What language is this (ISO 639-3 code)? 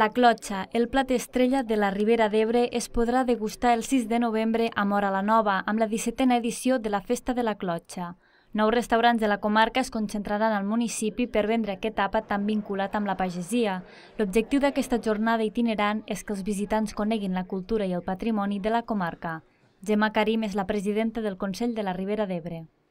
cat